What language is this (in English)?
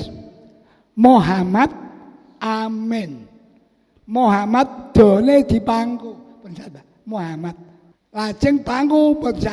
Javanese